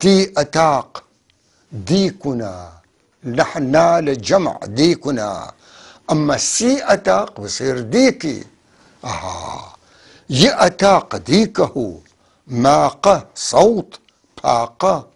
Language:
North Levantine Arabic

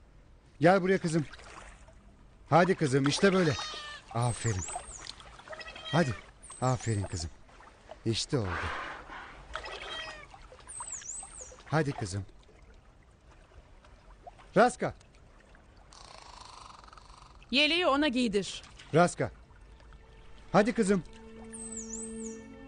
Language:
Turkish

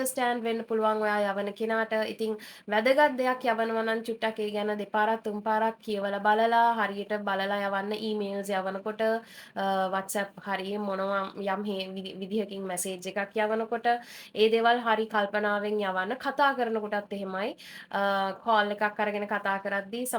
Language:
Sinhala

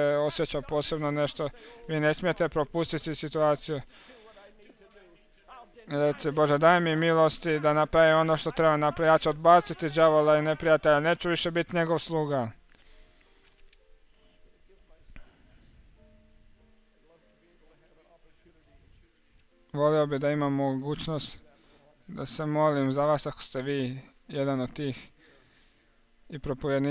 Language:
Croatian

